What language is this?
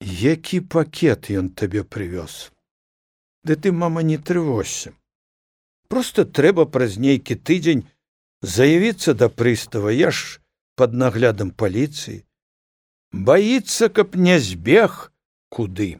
Belarusian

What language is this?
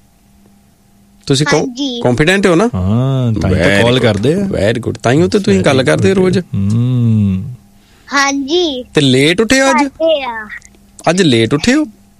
Punjabi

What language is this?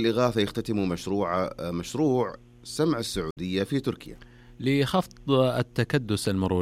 Najdi Arabic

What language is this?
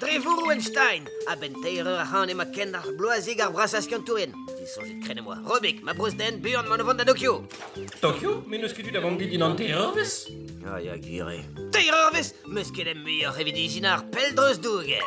Breton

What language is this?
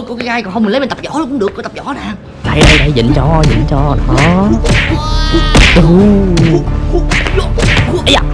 Vietnamese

